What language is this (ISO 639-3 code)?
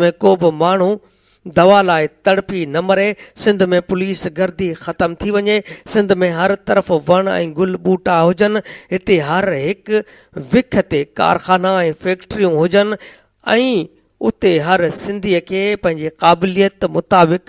snd